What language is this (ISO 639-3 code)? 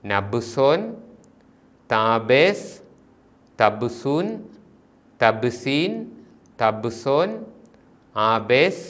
mal